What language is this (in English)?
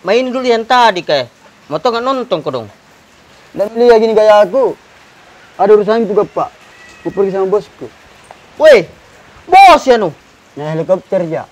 Makassar Malay